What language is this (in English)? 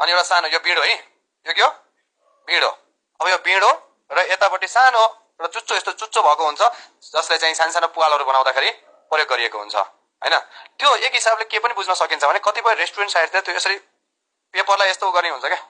Nepali